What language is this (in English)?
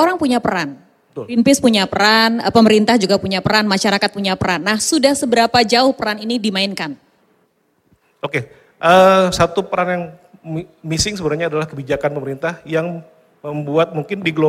Indonesian